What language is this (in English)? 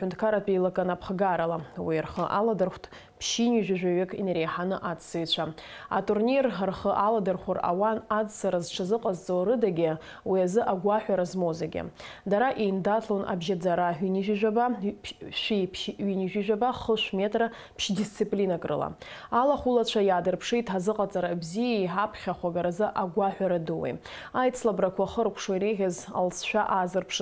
Abkhazian